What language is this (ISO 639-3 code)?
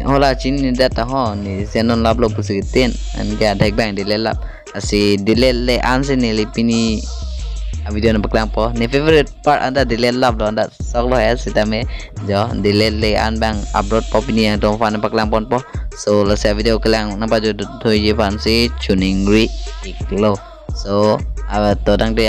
mjw